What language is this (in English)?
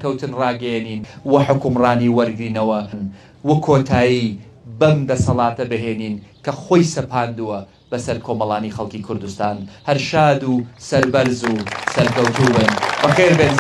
Central Kurdish